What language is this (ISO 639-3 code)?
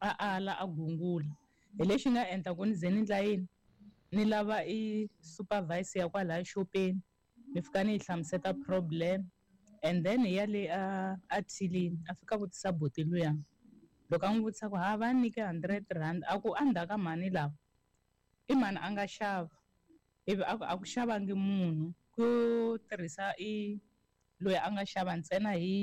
tso